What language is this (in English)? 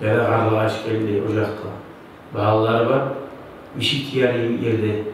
Kumyk